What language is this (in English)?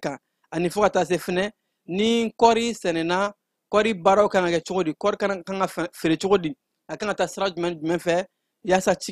Bambara